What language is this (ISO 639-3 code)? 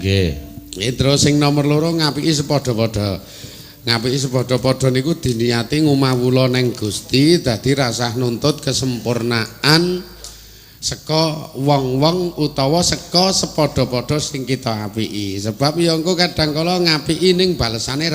jav